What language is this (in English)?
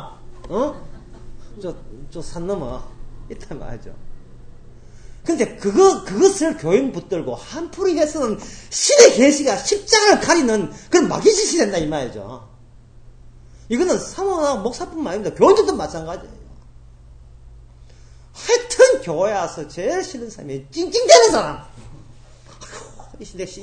Korean